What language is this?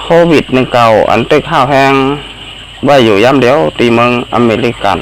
Shan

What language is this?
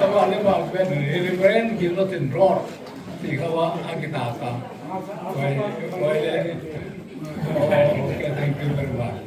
Paite Chin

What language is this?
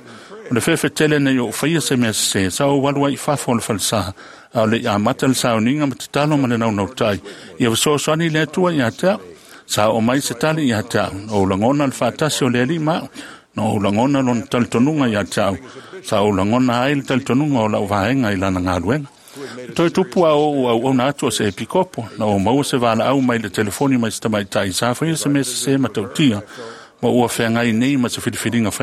Samoan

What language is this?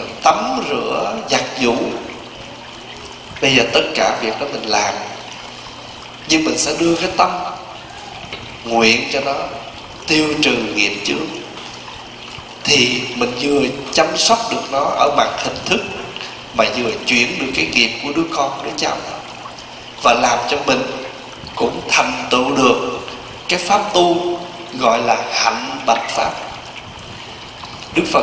Vietnamese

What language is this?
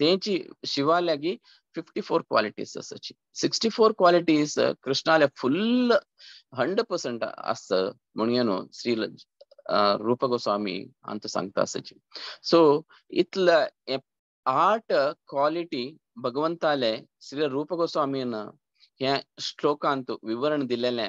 Konkani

